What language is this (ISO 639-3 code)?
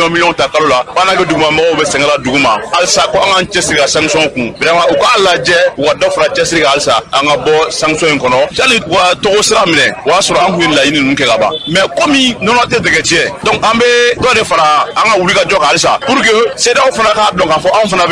bam